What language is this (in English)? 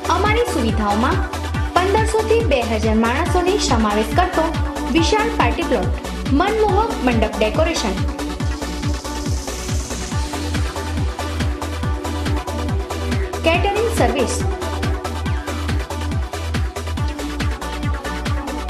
Gujarati